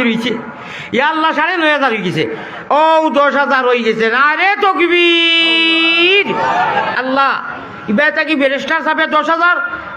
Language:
Sylheti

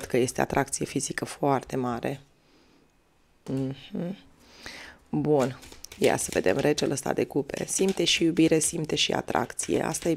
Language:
Romanian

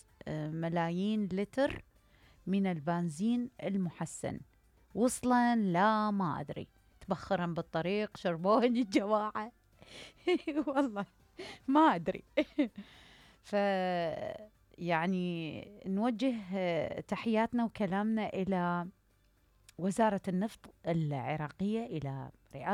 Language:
Mesopotamian Arabic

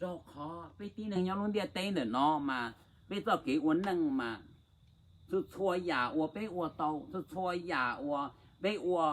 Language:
Hmong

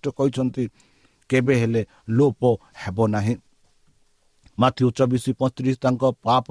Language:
Odia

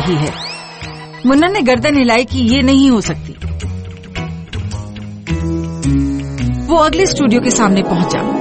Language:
Hindi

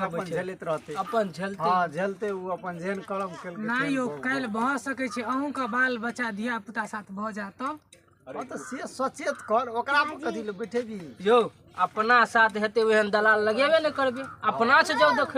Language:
Maithili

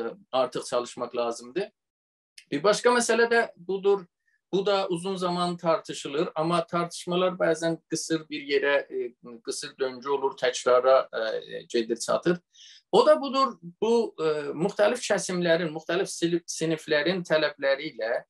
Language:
South Azerbaijani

